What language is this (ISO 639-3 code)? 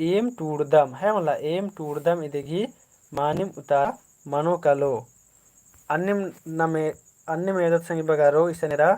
kru